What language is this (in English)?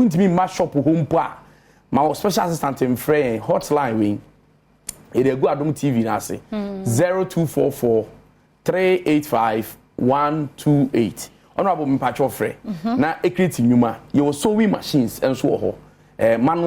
Akan